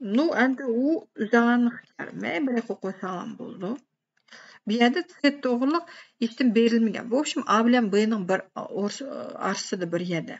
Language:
Uyghur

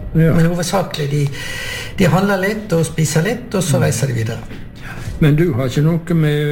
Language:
Norwegian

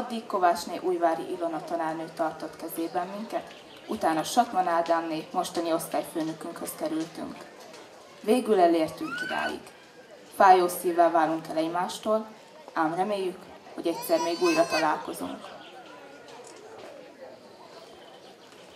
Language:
Hungarian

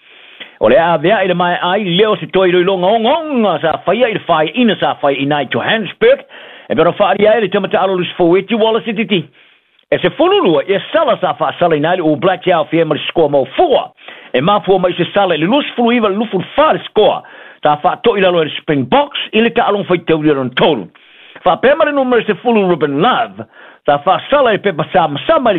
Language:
Samoan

